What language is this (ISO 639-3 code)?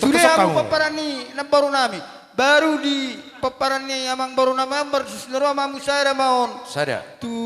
bbc